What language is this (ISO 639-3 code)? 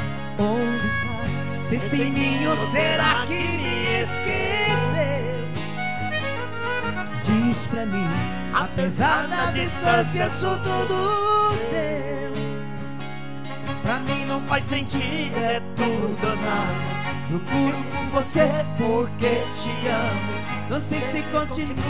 por